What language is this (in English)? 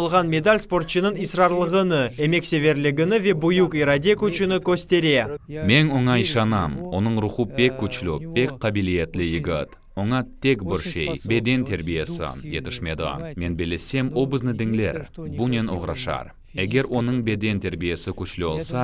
Crimean Tatar